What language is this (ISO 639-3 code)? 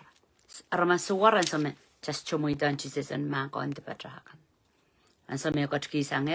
pon